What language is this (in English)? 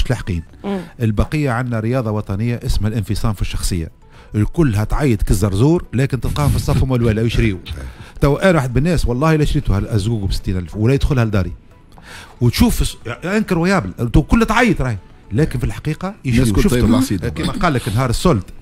Tunisian Arabic